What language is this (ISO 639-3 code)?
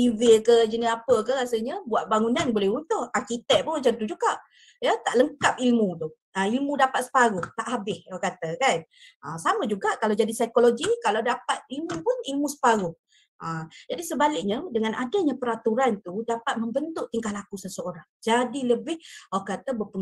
msa